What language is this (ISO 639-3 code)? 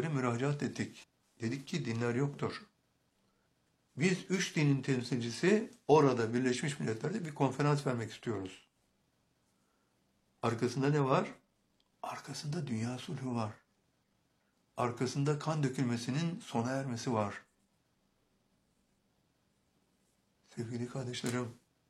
tur